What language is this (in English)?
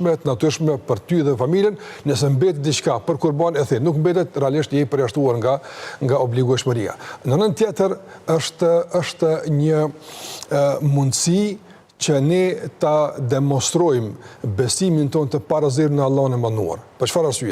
Albanian